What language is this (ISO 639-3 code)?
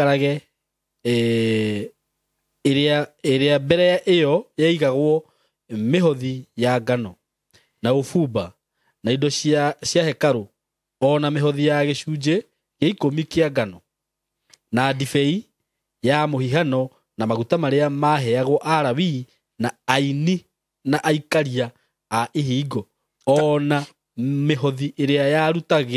kik